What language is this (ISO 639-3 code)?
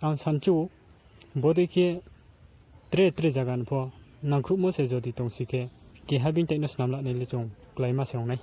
ria